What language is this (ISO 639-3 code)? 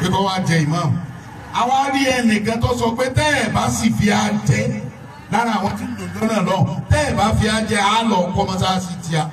yor